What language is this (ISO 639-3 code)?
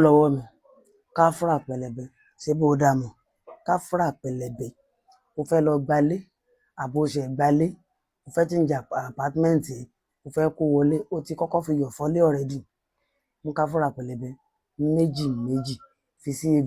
yor